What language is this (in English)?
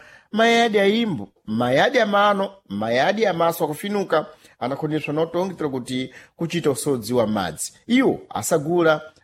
Sena